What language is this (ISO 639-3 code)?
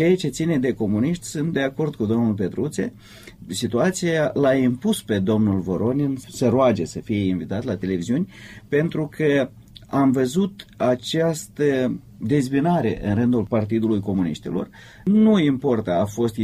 ron